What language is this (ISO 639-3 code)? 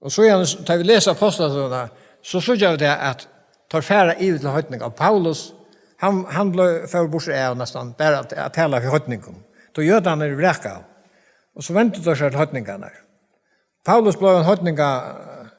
fao